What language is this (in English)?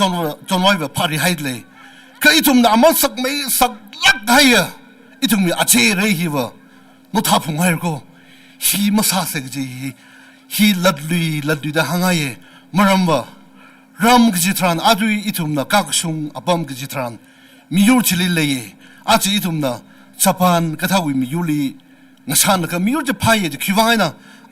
Tangkhul Naga (India)